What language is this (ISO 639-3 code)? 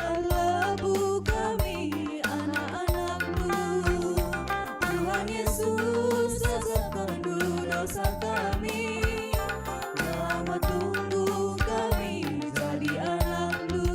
btx